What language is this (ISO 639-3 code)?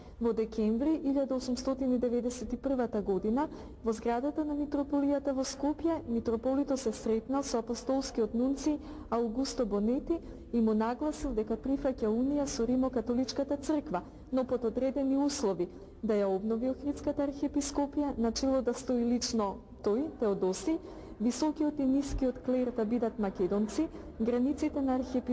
mkd